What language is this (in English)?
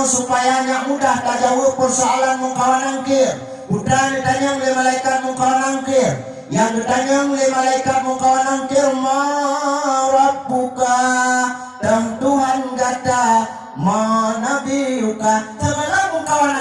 Achinese